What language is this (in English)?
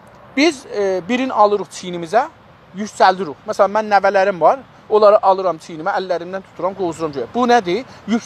South Azerbaijani